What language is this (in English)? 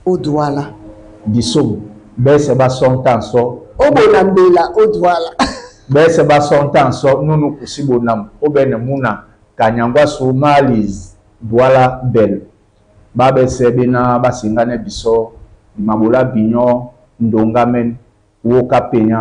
Duala